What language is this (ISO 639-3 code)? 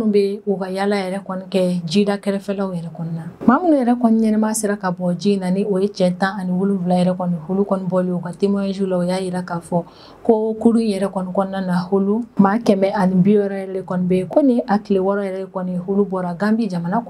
bam